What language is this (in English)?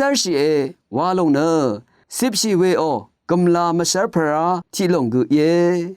Rawang